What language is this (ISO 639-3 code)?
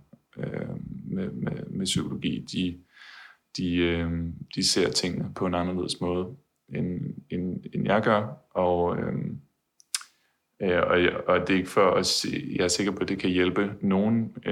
dan